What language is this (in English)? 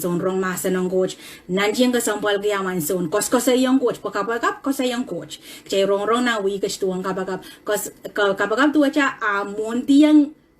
Pohnpeian